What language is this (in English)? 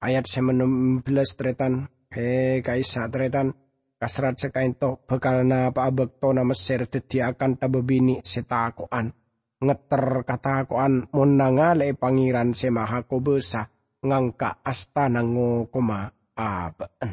Madurese